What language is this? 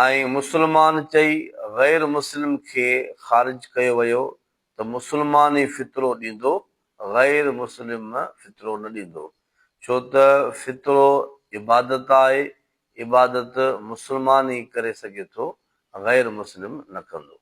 Sindhi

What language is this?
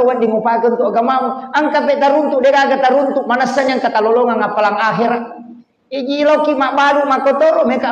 Buginese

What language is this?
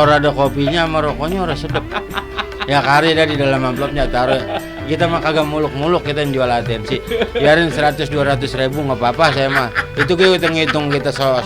Betawi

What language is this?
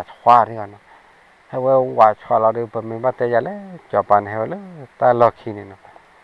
S'gaw Karen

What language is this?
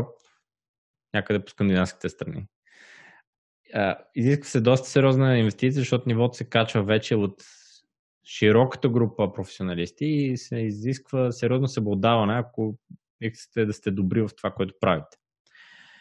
Bulgarian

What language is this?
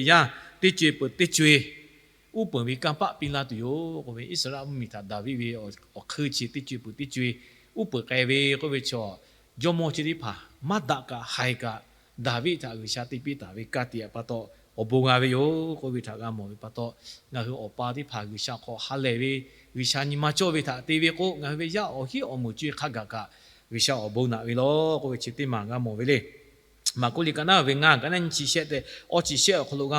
Lahu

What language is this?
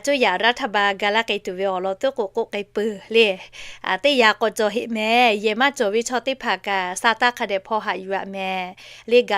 Lahu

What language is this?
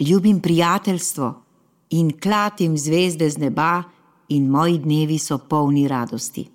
Slovenian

